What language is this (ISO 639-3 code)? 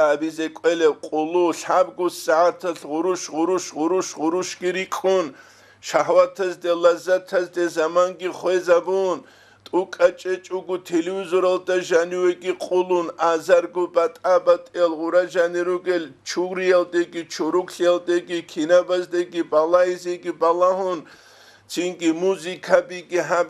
ava